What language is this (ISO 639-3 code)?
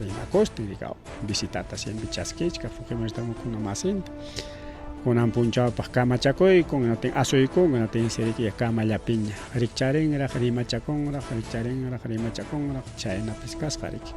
quy